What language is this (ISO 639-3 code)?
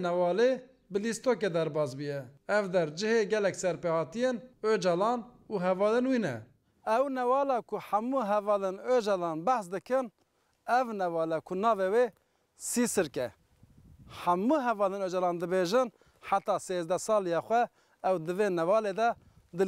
kur